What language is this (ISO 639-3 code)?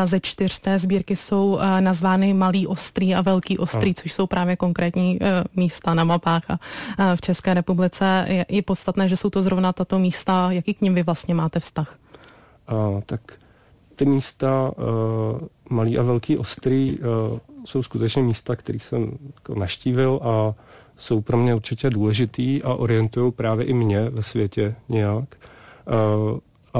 ces